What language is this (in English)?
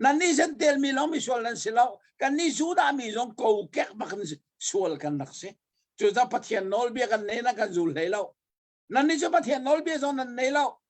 Hakha Chin